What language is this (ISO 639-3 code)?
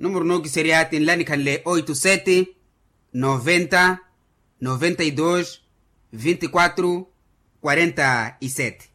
vmw